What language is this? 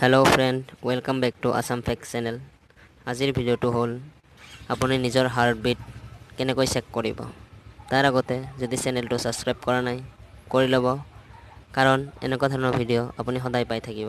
Assamese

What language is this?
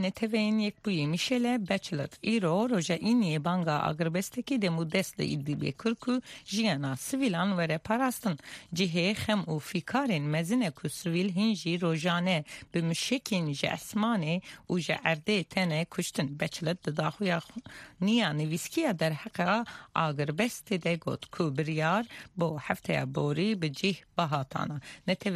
Kurdish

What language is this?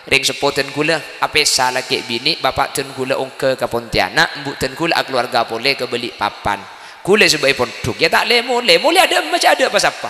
Madurese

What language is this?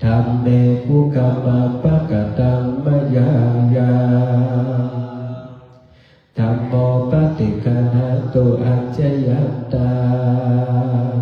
Pali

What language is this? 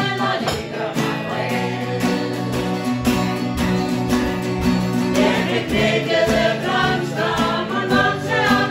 Danish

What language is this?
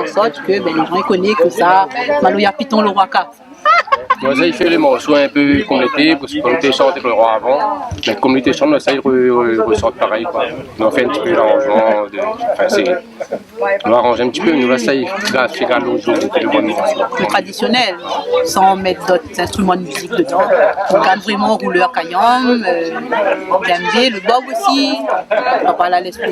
Réunion Creole French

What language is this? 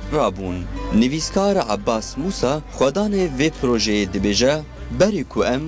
Kurdish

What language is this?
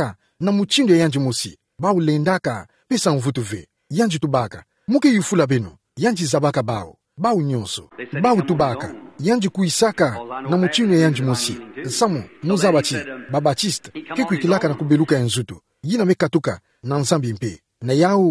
Kituba (Democratic Republic of Congo)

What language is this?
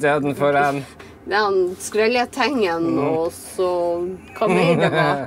Norwegian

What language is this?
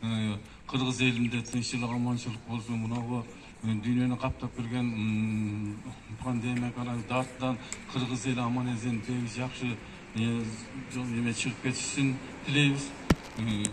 Kyrgyz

